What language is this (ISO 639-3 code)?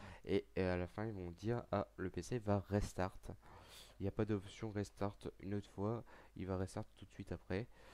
fra